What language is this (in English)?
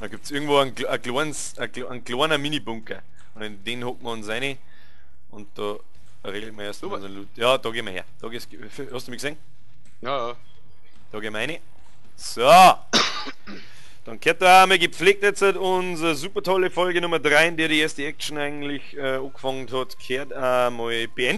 Bavarian